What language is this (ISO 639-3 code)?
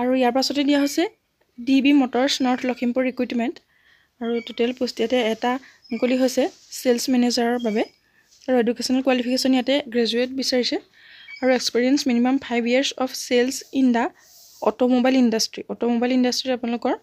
asm